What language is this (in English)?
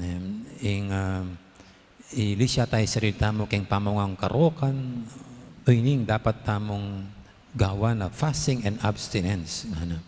Pampanga